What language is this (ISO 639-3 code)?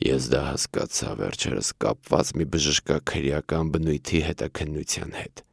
hye